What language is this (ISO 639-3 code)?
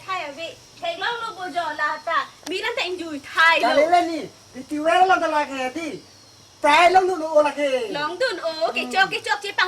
mjw